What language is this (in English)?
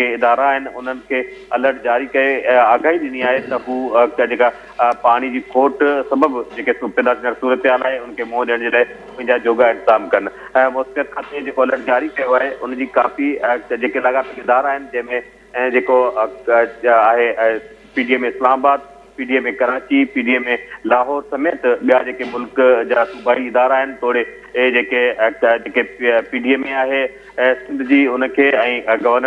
Sindhi